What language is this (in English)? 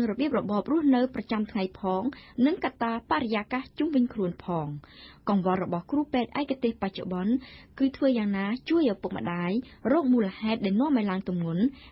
Khmer